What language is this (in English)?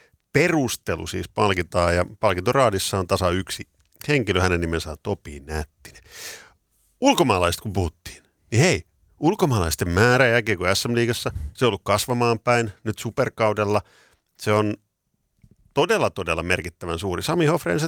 Finnish